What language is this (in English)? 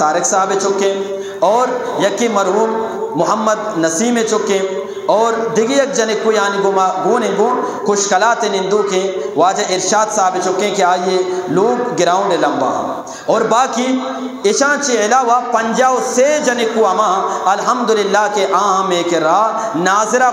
Eastern Balochi